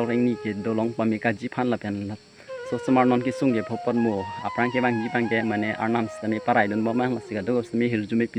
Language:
Karbi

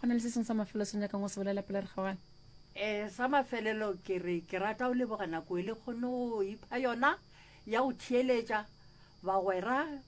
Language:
Northern Sotho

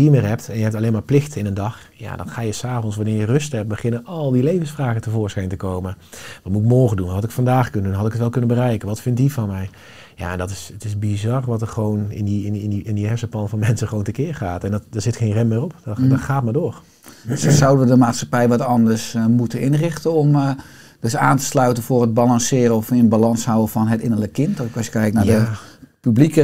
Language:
Dutch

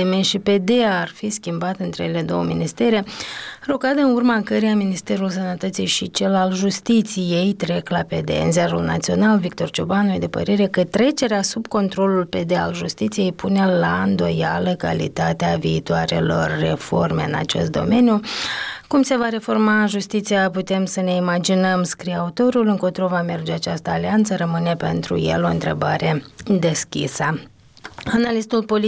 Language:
Romanian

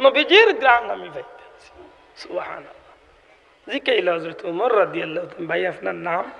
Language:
Sylheti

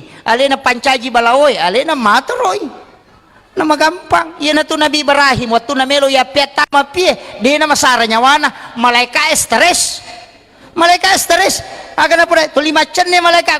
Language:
Buginese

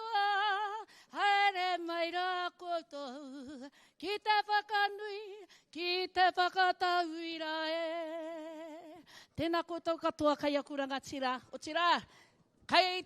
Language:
Māori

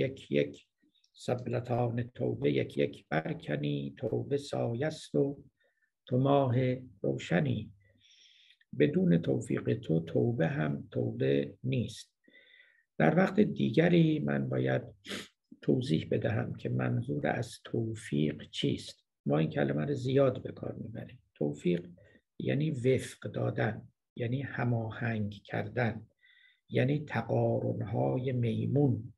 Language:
Persian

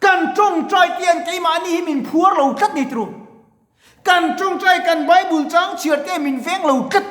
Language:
Mizo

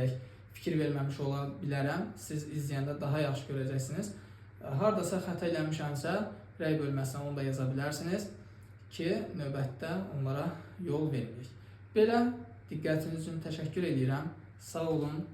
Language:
Azerbaijani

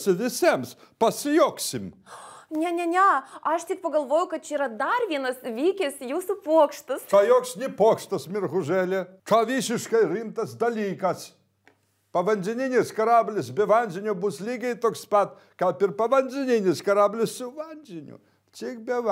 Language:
Lithuanian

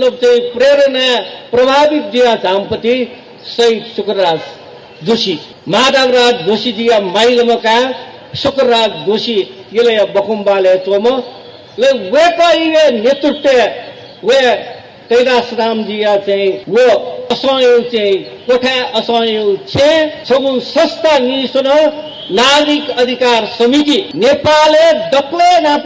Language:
Newari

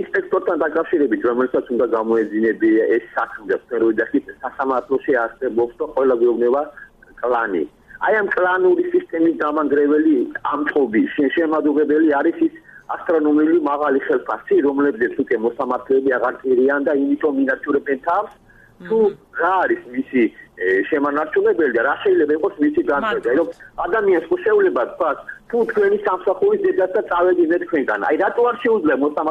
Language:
Georgian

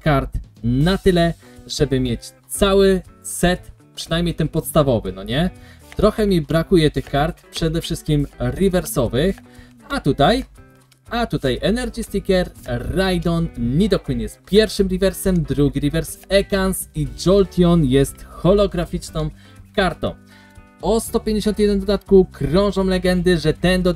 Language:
Polish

